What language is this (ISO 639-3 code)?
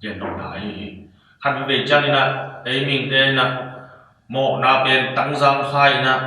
ctd